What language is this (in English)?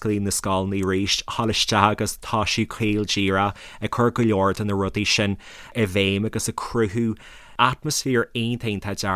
Irish